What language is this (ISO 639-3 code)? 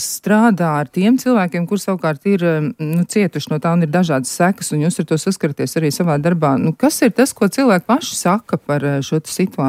lav